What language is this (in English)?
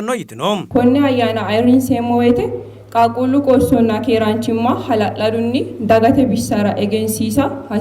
Sidamo